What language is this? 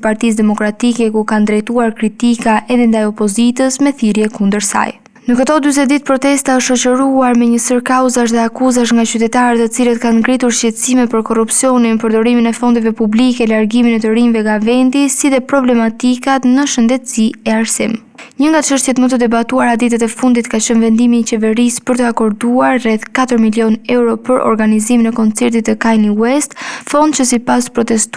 Albanian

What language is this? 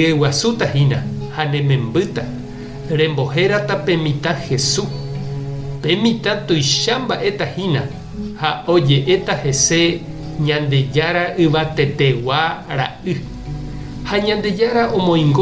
Guarani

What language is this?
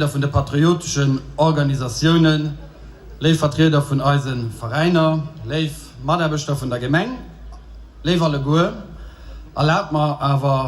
Luxembourgish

